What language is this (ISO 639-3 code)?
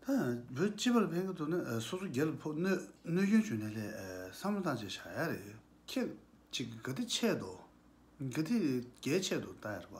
bod